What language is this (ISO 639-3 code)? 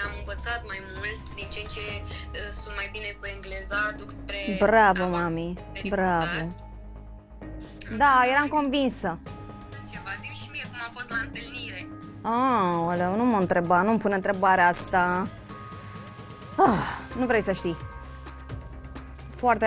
ron